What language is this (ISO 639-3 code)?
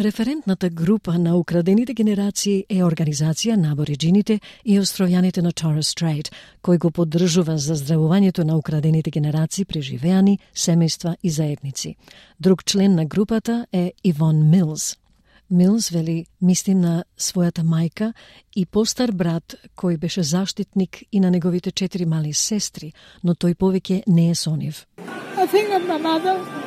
mkd